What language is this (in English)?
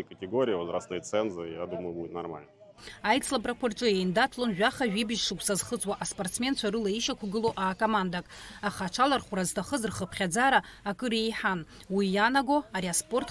Abkhazian